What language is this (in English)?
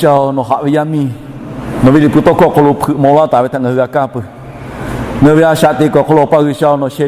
Lahu